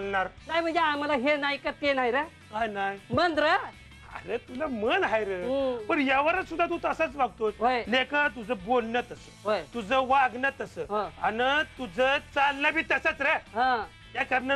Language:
Marathi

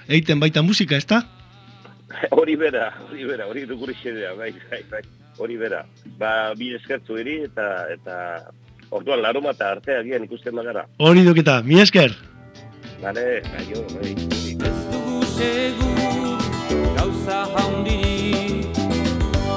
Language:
Basque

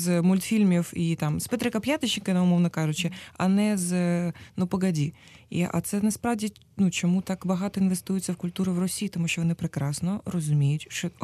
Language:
Ukrainian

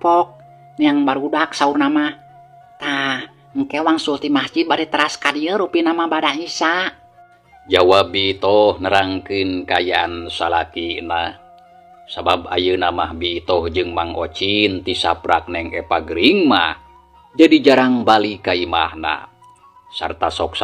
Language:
Sundanese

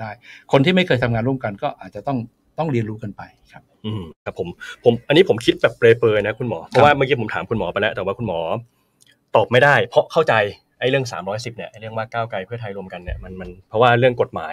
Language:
Thai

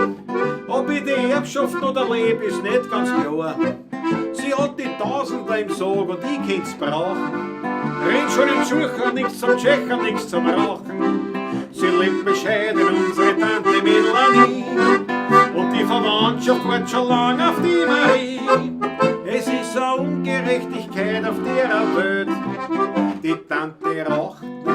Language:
Bavarian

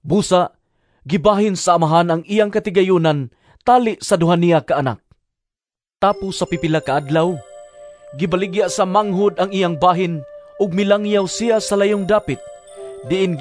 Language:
Cebuano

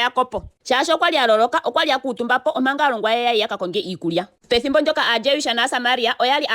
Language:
Ndonga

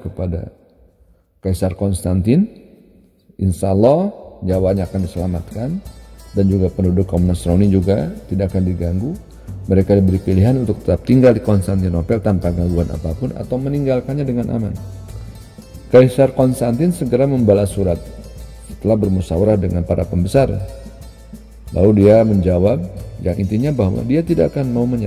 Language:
Indonesian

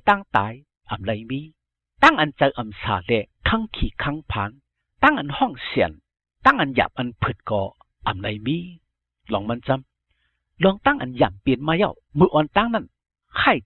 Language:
Shan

